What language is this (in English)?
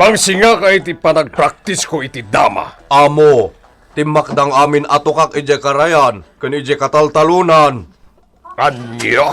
Iloko